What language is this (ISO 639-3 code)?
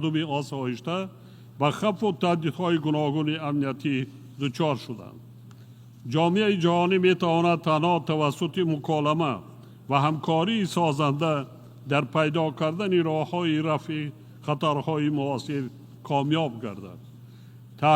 tgk